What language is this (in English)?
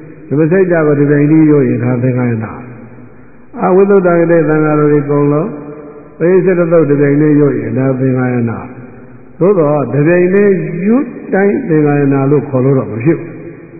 Burmese